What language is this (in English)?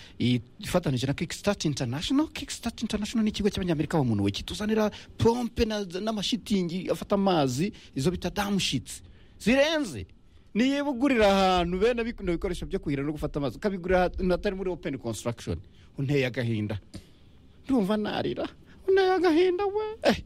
Kinyarwanda